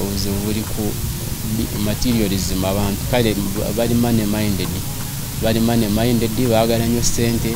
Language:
Ganda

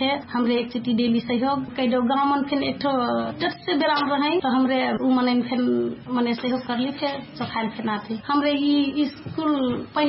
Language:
Dangaura Tharu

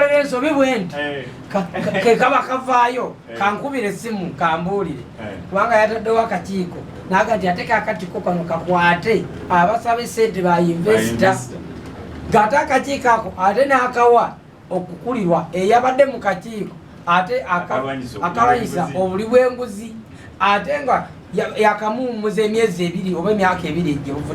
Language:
Ganda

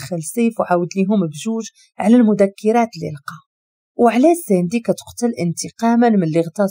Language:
Moroccan Arabic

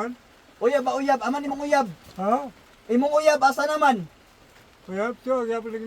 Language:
Cebuano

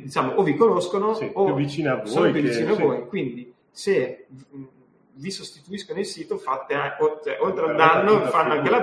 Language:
Italian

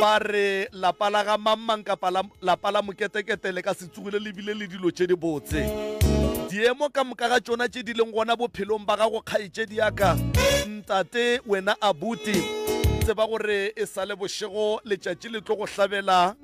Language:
Northern Sotho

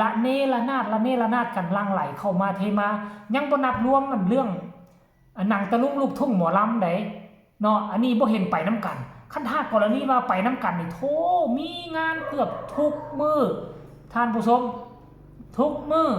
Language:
Northeastern Thai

